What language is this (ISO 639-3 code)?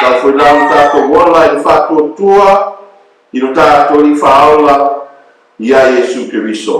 smo